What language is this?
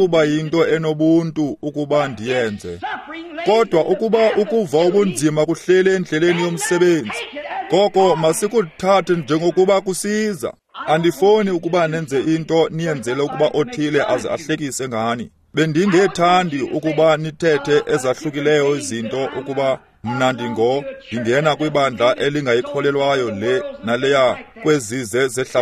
Xhosa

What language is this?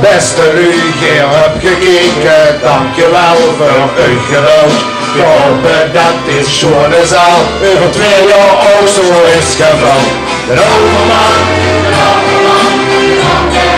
Limburgish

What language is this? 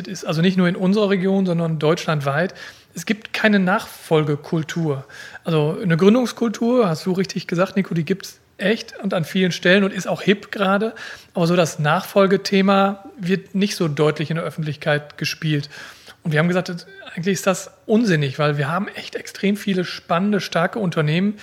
German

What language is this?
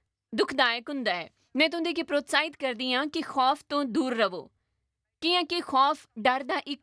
Dogri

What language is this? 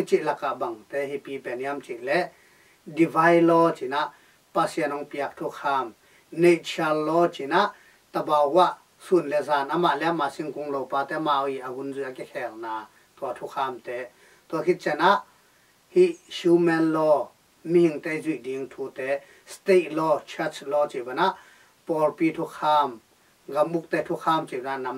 Tedim Chin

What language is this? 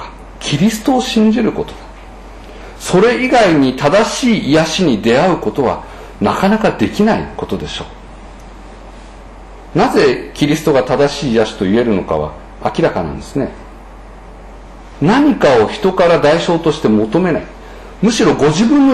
Japanese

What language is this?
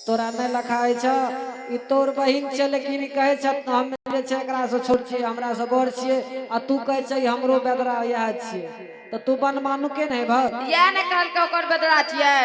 Angika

